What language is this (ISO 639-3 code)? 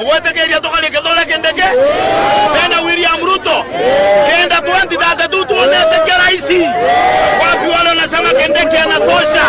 mer